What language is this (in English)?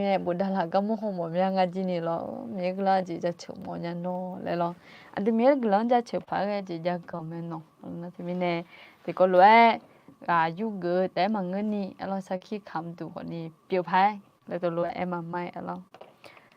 Akha